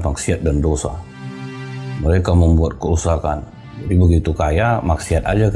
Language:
Indonesian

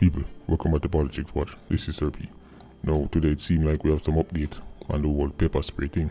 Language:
Jamaican Creole English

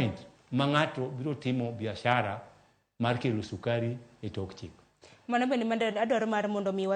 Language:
Luo (Kenya and Tanzania)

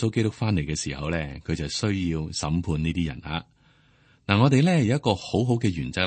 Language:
Cantonese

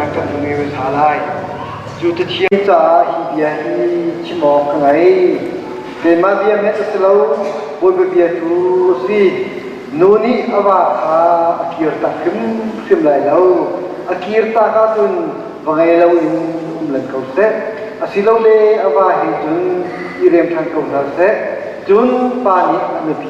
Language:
Hakha Chin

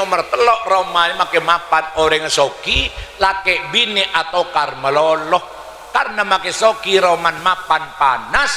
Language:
Madurese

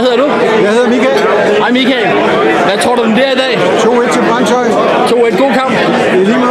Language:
Danish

